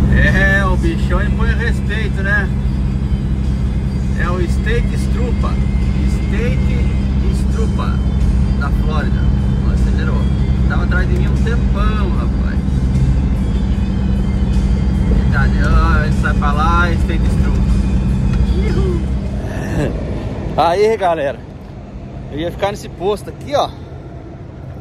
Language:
Portuguese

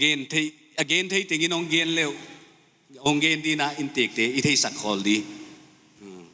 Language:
Paite Chin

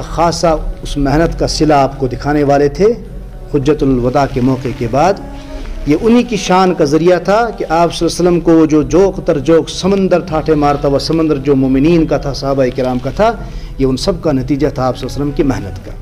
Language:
Urdu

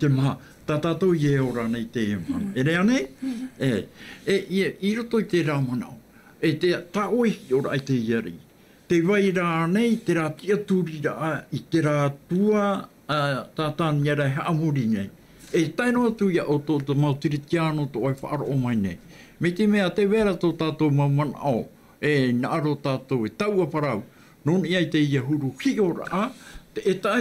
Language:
Tahitian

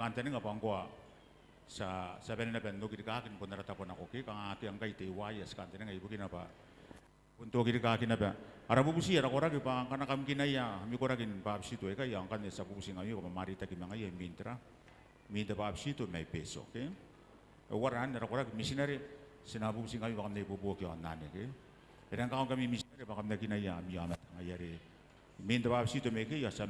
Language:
Gilbertese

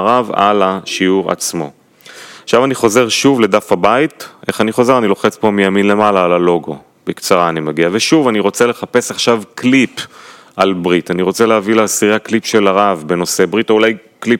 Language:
Hebrew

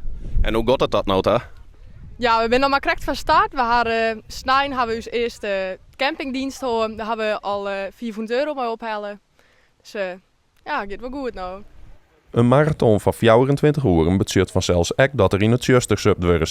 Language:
Western Frisian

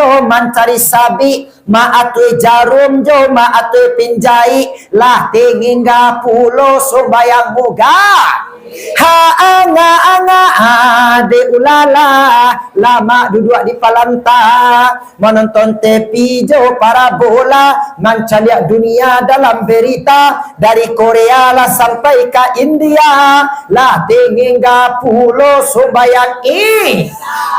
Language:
Minangkabau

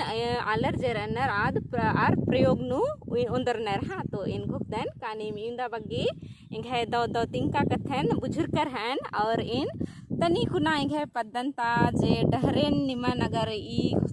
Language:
Kurukh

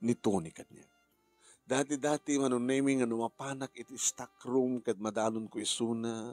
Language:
Iloko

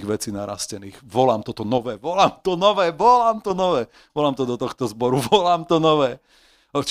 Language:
Slovak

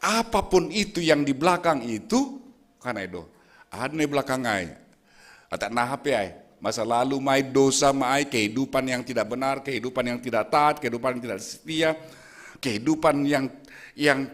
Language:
Batak Simalungun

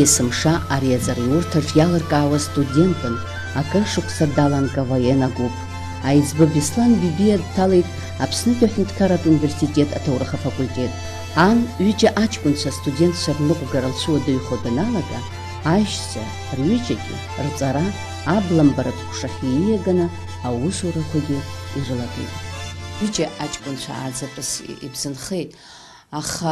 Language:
Abkhazian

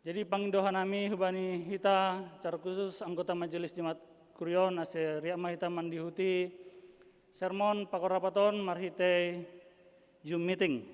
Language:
Batak Simalungun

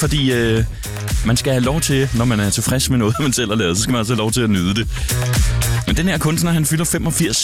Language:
Danish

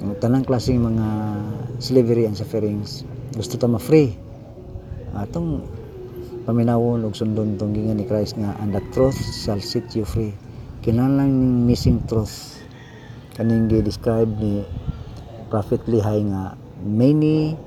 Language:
Cebuano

